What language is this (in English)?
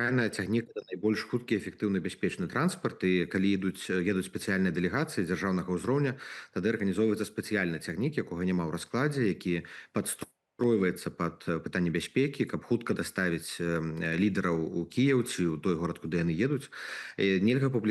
Belarusian